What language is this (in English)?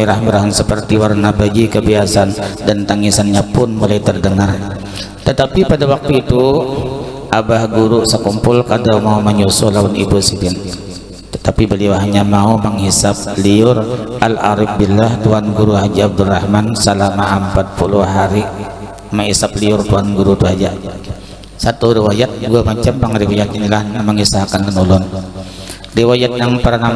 Banjar